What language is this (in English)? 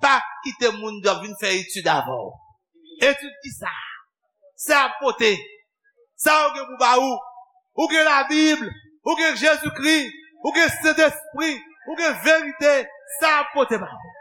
Haitian Creole